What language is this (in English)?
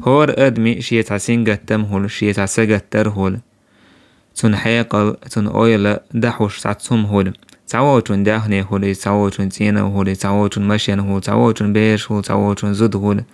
Chechen